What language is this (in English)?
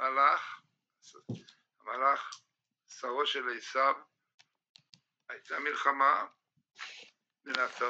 Hebrew